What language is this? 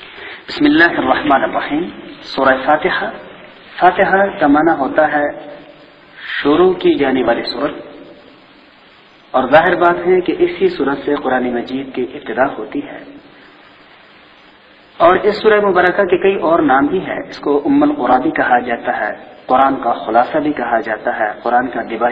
Urdu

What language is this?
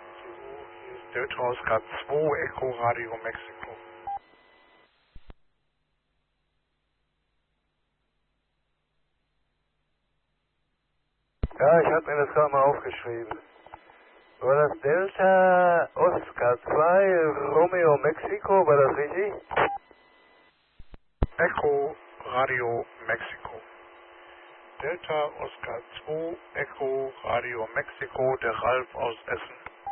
German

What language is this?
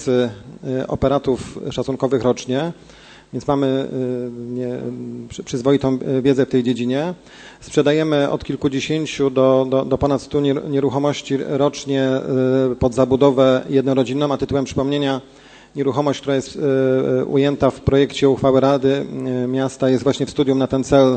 Polish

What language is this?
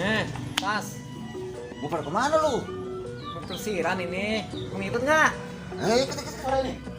Betawi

